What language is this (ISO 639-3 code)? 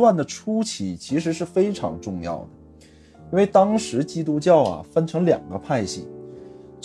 zho